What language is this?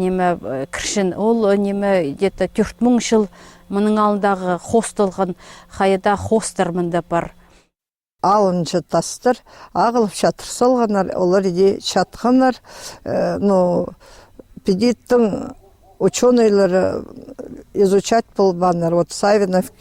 Khakas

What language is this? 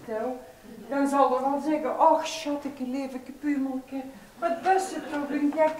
Limburgish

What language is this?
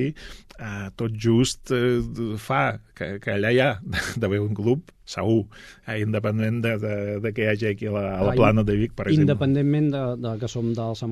Catalan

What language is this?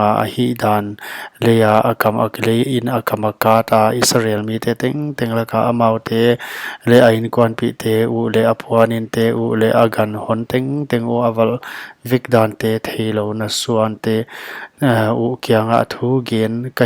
Paite Chin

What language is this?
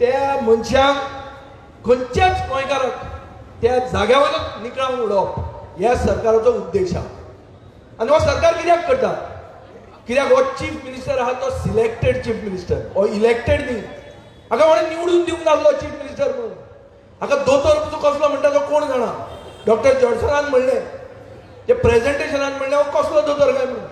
Konkani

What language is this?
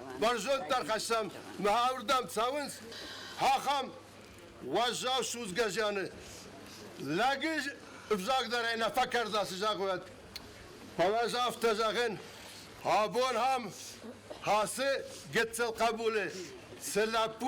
Ossetic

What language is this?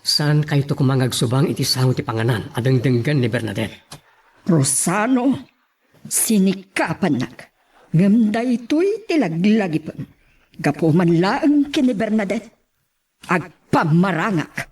Iloko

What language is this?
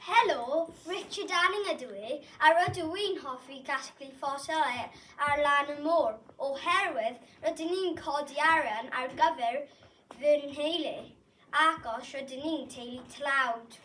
Welsh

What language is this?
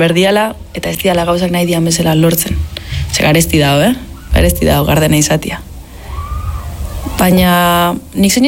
Basque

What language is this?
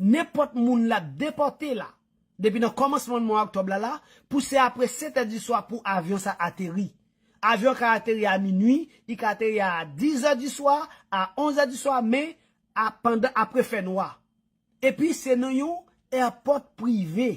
Haitian Creole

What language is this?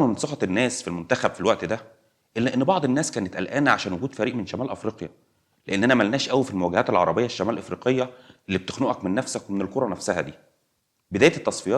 Egyptian Arabic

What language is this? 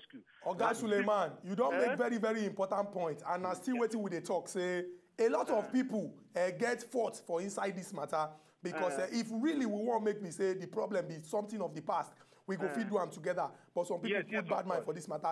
Nigerian Pidgin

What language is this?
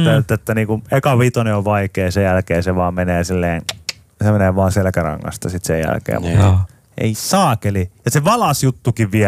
Finnish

